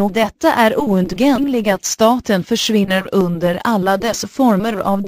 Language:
Swedish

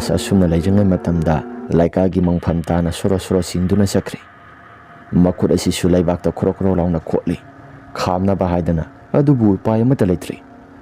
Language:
Manipuri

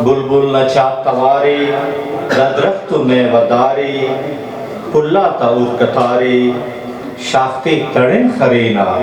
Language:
Brahui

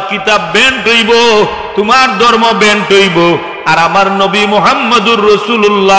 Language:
Sylheti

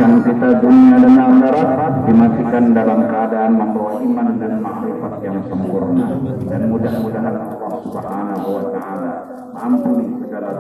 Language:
Banjar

